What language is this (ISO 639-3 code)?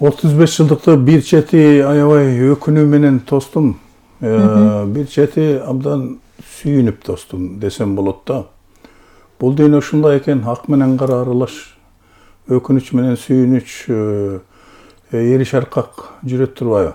kir